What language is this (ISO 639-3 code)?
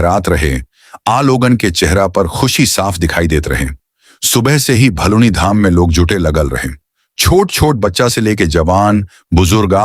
bho